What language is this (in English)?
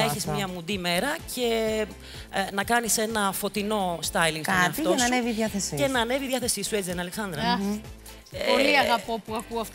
Greek